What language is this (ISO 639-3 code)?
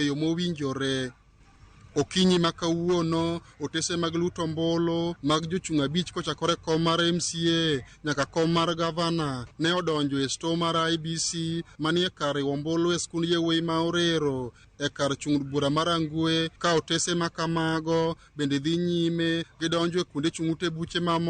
luo